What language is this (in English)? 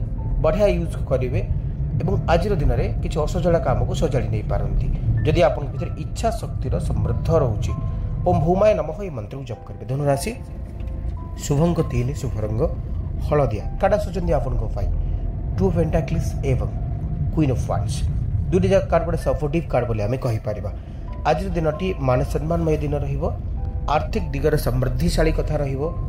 Odia